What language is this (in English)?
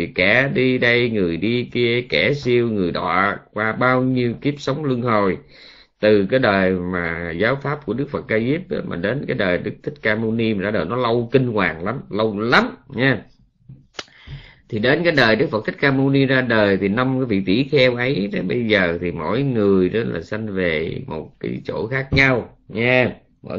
Vietnamese